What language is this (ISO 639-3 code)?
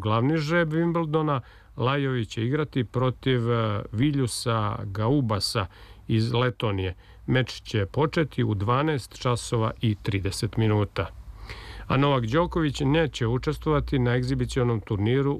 srp